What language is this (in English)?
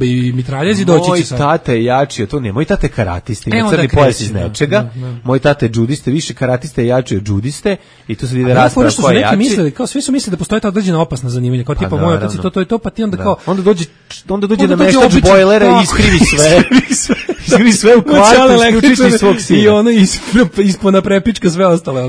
Serbian